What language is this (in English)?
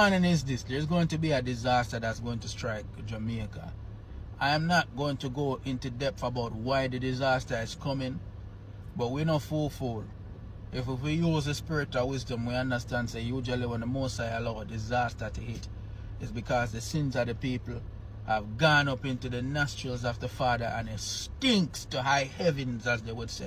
Jamaican Creole English